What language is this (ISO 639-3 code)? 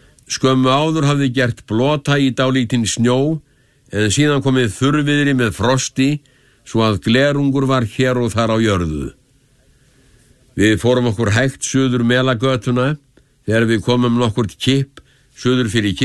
isl